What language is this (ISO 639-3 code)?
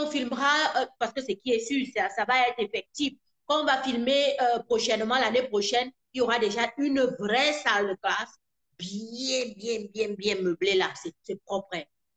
fra